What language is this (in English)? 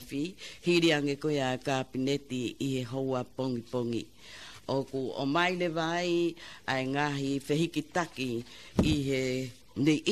Tongan